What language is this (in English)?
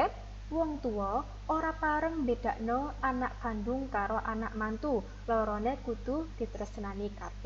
Javanese